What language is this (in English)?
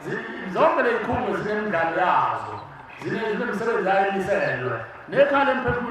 Zulu